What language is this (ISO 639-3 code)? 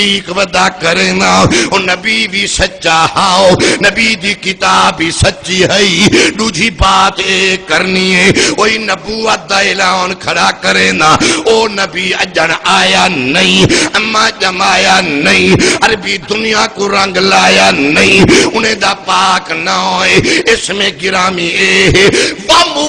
skr